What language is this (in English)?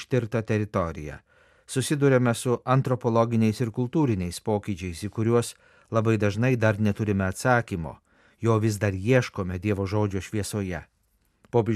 Lithuanian